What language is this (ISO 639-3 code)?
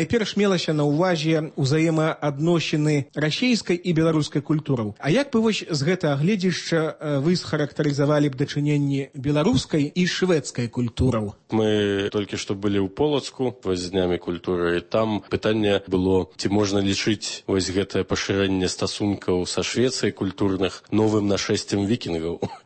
bel